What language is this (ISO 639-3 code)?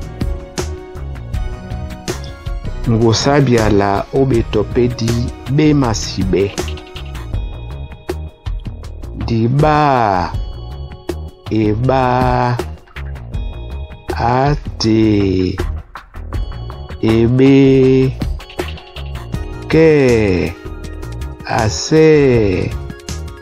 dua